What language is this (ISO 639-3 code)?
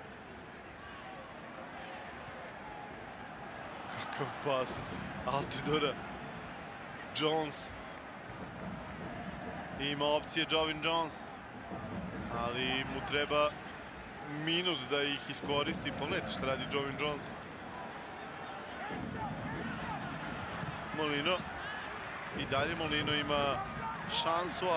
srp